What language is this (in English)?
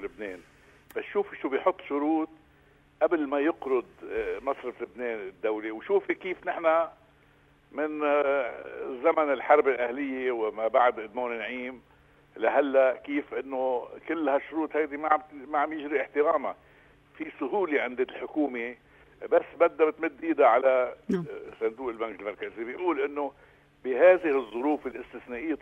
North Levantine Arabic